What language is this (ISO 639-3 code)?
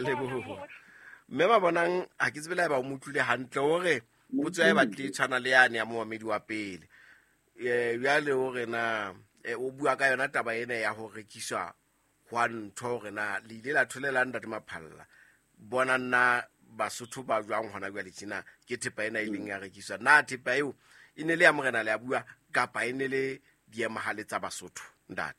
sot